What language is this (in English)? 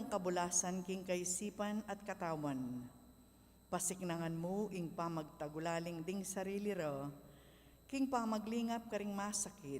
Pampanga